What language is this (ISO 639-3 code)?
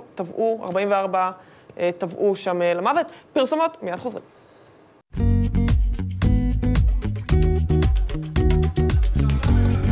heb